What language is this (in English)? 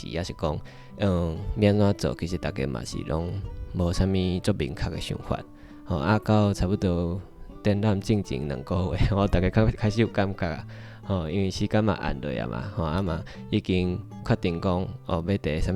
Min Nan Chinese